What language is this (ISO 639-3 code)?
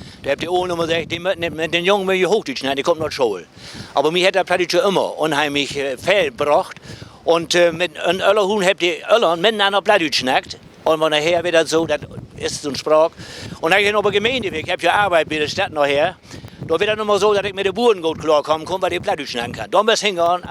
nds